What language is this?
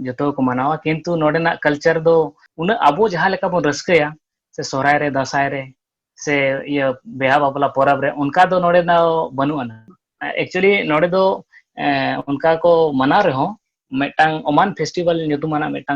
Santali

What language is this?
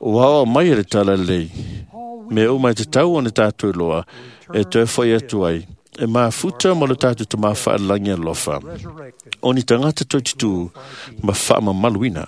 Samoan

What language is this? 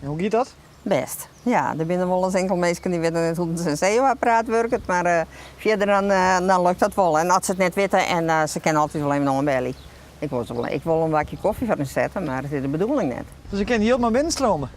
Western Frisian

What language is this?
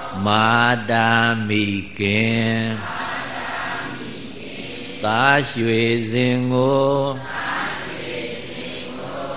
Burmese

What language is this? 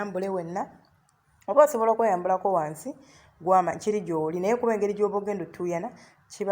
Ganda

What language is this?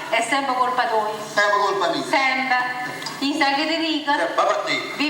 Neapolitan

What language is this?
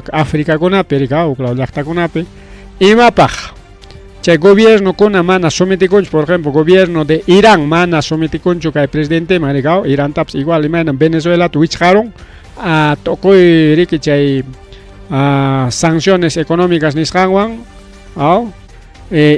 Ayacucho Quechua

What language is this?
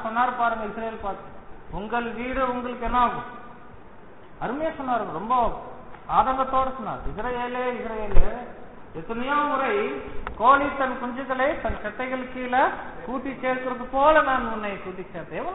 Tamil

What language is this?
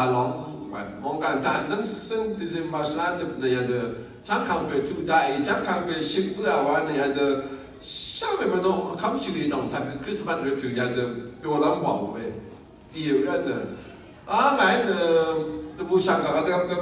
Rawang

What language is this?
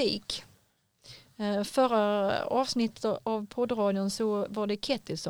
Swedish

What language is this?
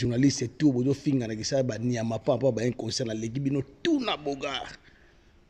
Lingala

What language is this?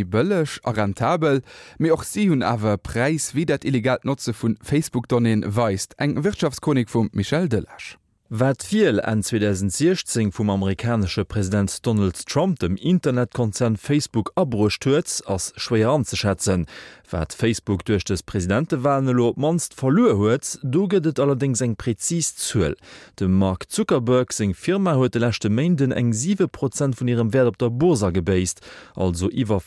Luxembourgish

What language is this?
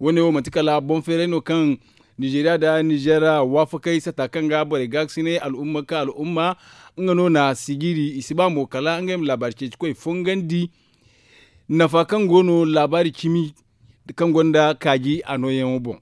Zarma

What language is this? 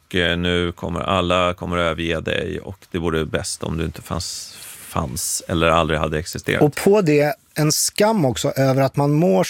Swedish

